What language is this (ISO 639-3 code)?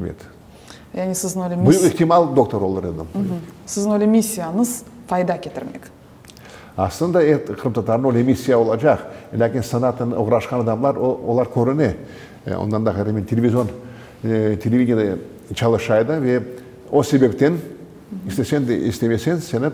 crh